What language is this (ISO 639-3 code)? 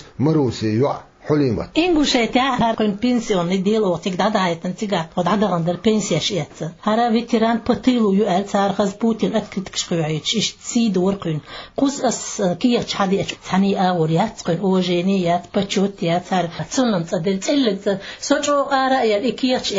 che